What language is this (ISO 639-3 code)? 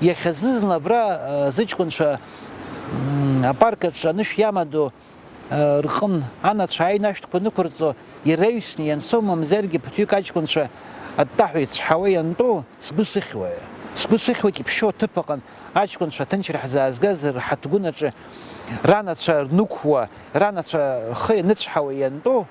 abk